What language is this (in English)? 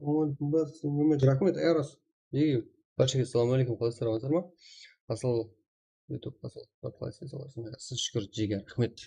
Kara-Kalpak